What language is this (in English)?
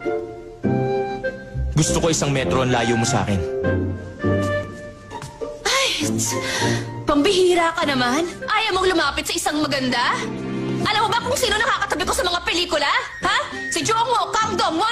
Filipino